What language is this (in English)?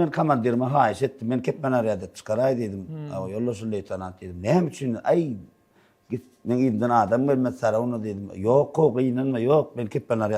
Turkmen